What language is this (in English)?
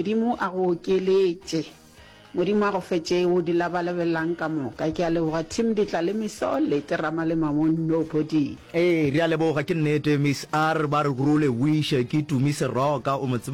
Northern Sotho